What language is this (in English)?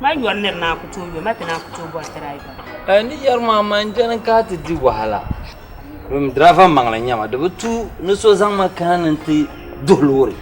Dagbani